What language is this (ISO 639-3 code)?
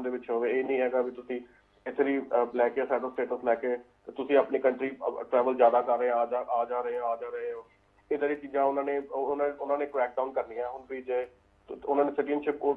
pan